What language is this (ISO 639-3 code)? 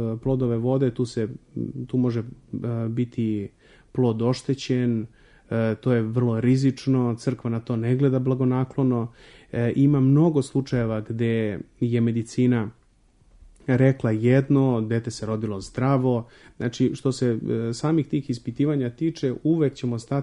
srp